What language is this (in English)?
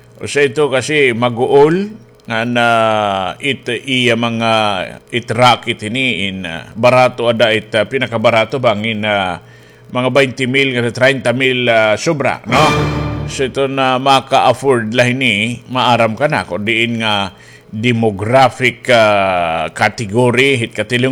Waray